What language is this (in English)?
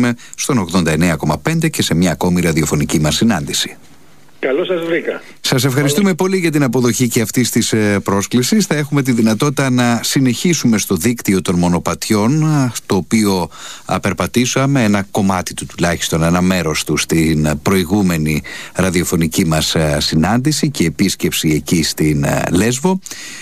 Greek